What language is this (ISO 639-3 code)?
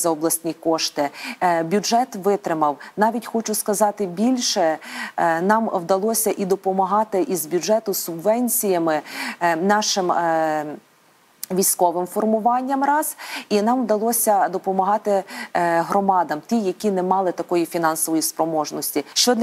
ukr